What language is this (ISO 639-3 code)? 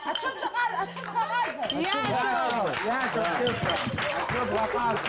abk